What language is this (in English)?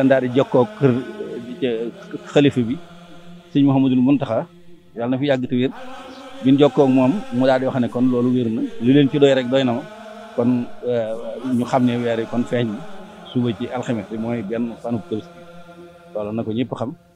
Wolof